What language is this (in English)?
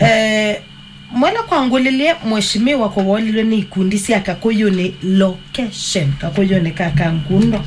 Kamba